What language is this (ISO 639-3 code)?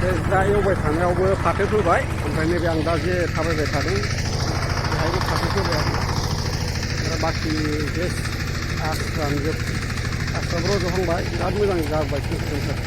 brx